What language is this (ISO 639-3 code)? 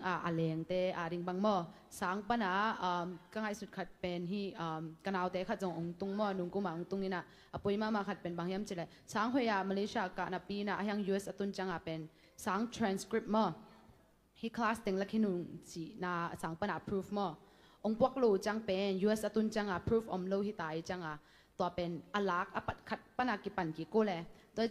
ctd